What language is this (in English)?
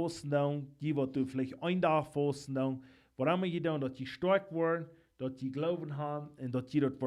Plautdietsch